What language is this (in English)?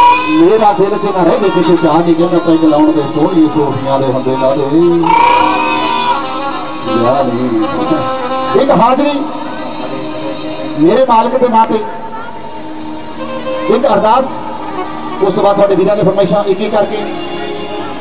Punjabi